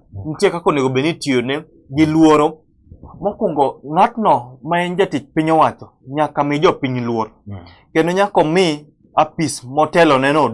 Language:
Luo (Kenya and Tanzania)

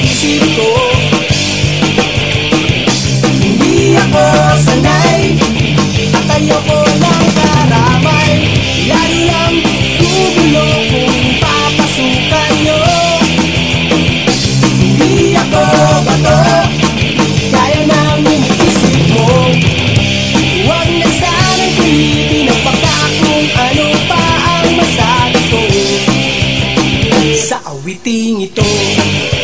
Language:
Filipino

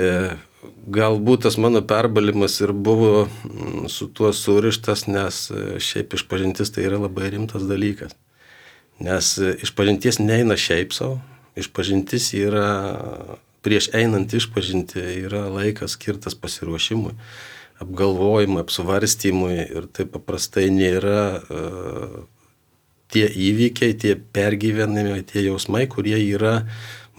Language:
Lithuanian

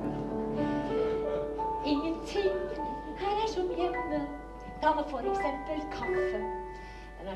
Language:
Norwegian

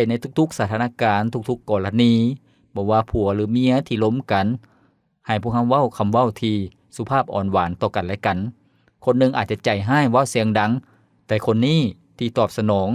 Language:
Lao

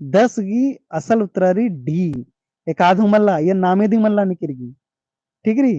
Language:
Kurukh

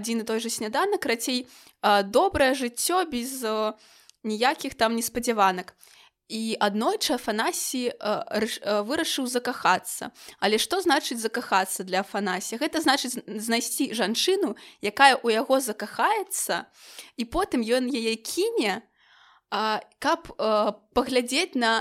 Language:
Belarusian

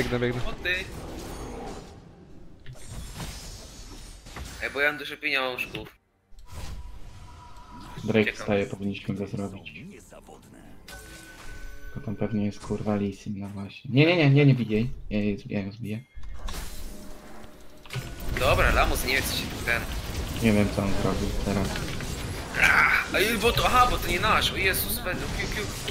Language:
Polish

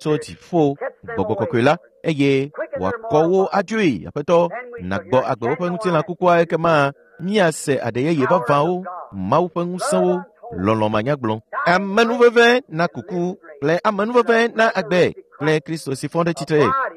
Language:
Ewe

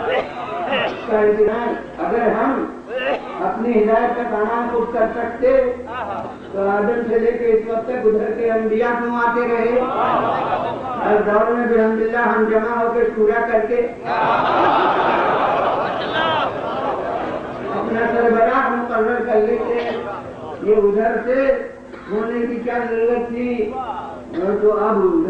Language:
Urdu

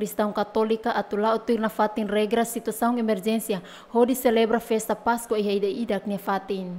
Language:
Tetum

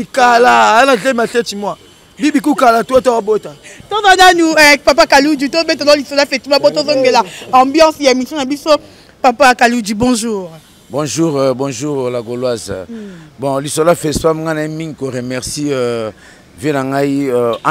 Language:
Lingala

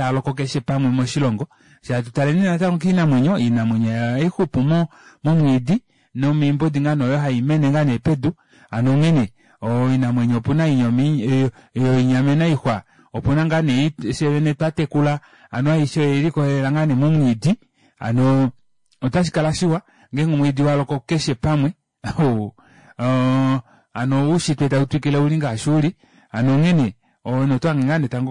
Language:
Kuanyama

